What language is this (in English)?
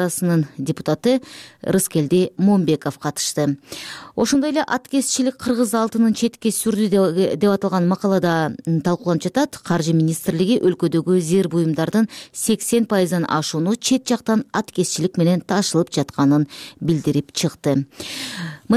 Kyrgyz